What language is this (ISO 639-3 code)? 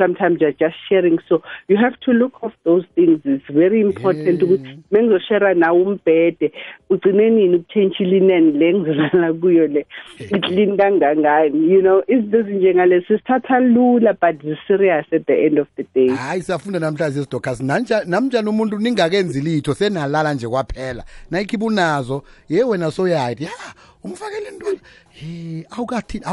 nbl